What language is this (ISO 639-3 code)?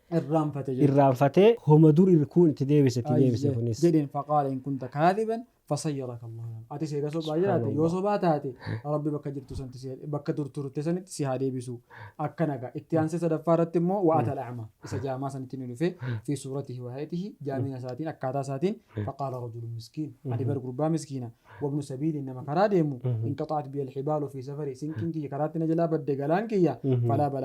orm